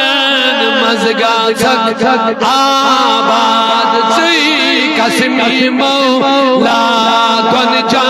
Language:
Kashmiri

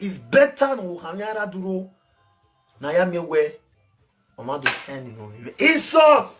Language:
Nigerian Pidgin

